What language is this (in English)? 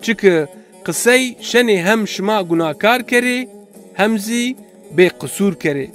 Zaza